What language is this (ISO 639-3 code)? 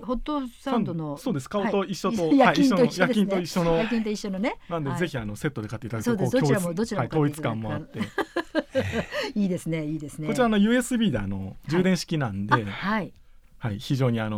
jpn